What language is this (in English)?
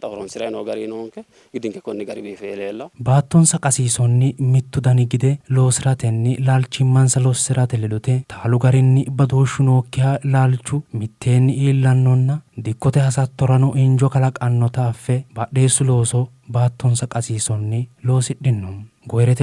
Sidamo